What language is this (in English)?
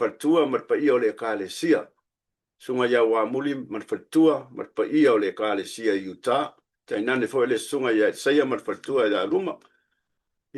Samoan